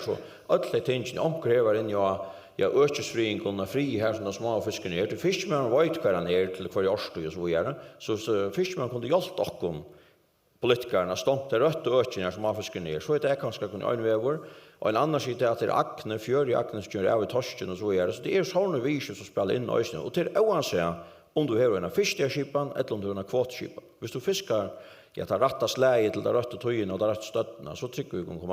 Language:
Faroese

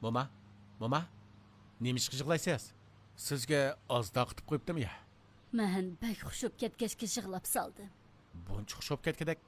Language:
Uyghur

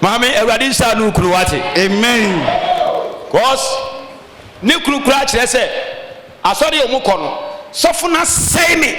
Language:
Akan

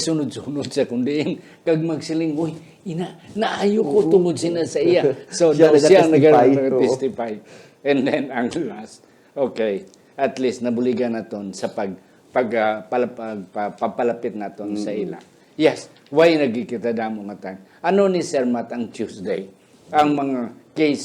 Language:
Hiligaynon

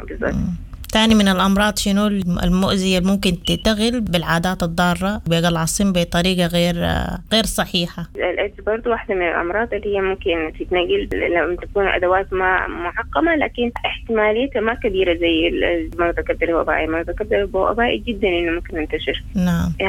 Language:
Sudanese Arabic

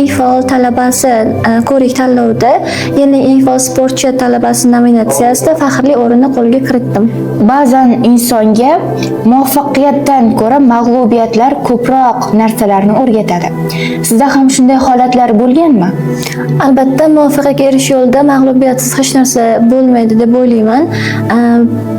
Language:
Uzbek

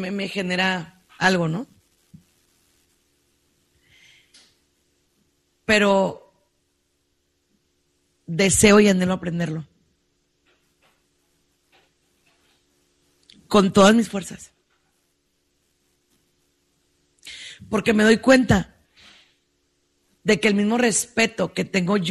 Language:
Spanish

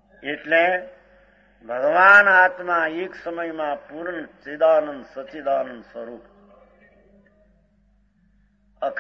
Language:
Gujarati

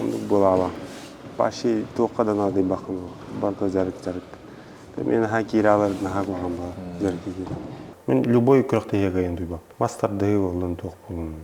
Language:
Yakut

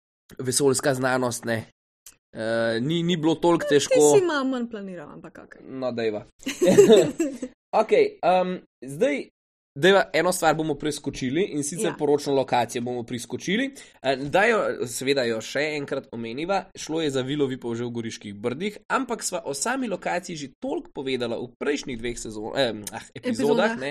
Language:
Slovenian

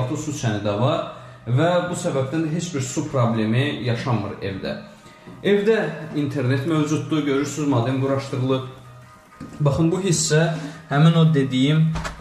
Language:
Azerbaijani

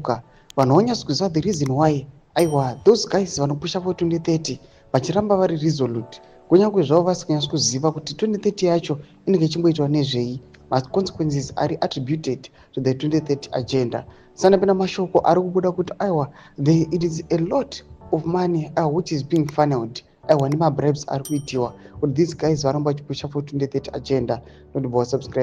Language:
Shona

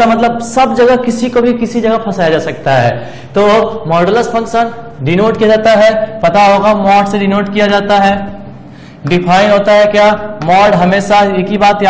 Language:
Hindi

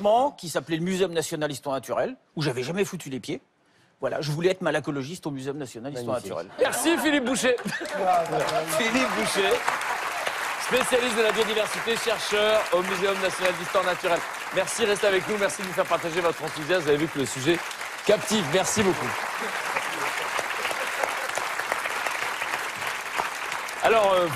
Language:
French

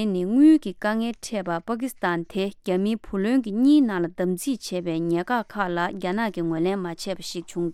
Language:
Tibetan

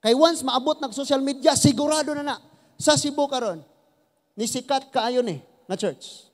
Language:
Cebuano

